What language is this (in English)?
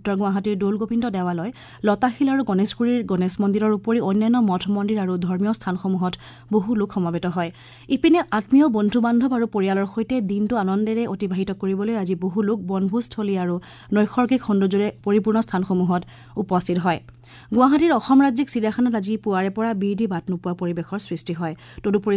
Assamese